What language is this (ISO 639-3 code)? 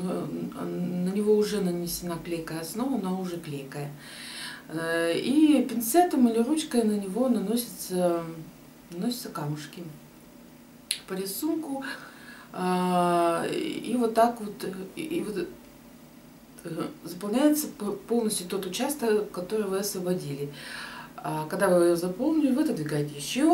rus